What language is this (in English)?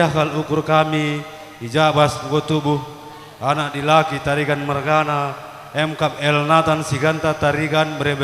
Batak Karo